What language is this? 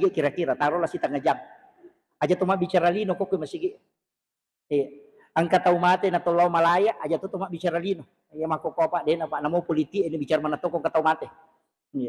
Buginese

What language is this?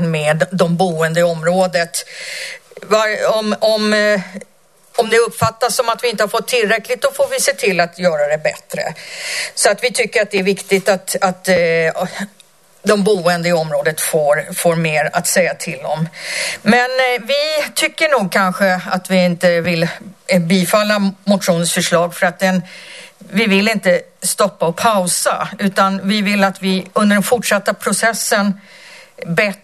Swedish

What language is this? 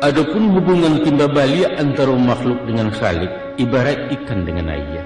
Minangkabau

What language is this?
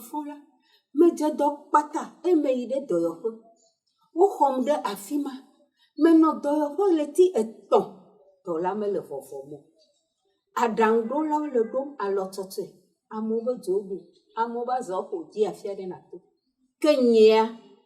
Ewe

